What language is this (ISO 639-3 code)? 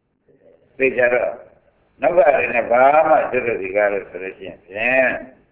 mya